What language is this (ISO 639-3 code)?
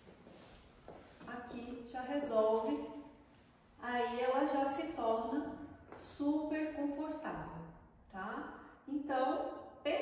por